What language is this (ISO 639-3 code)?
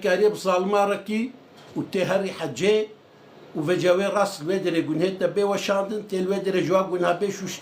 kur